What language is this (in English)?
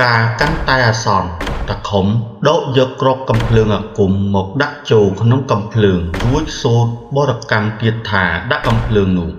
Khmer